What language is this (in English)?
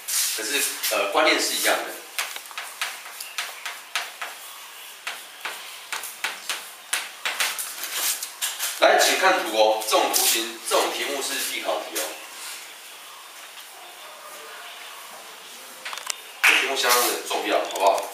Chinese